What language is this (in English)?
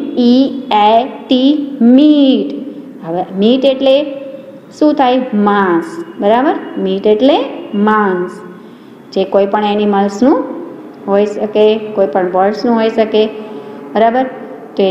Gujarati